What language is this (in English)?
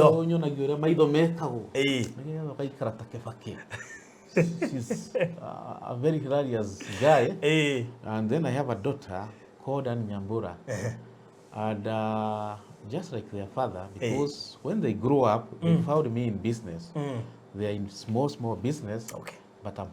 Kikuyu